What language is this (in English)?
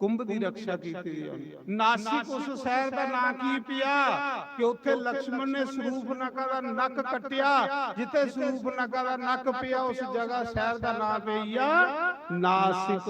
Dogri